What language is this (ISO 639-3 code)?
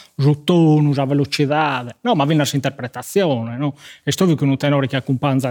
srd